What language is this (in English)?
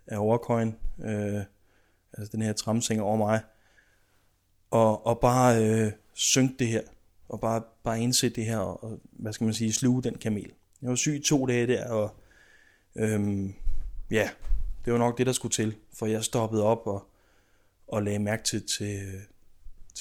Danish